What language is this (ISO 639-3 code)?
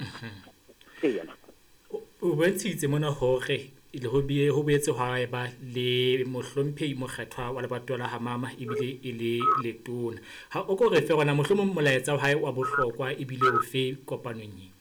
sot